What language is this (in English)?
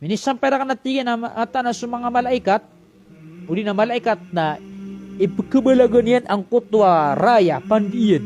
Maranao